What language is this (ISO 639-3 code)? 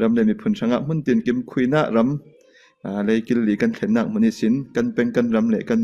cfm